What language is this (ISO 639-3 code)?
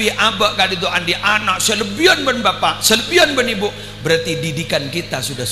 mad